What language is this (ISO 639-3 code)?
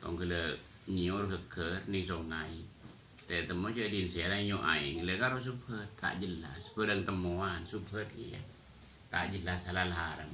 mad